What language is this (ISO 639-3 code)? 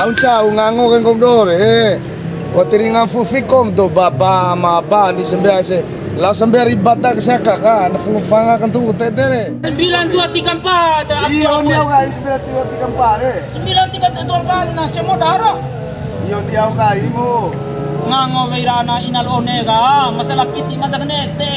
bhp